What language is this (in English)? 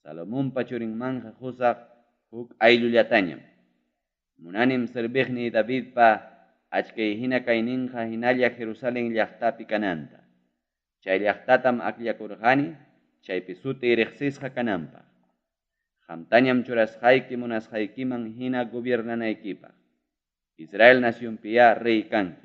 Ayacucho Quechua